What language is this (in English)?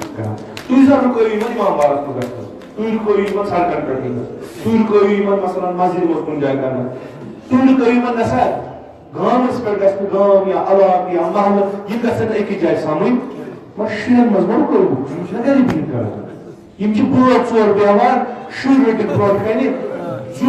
Kashmiri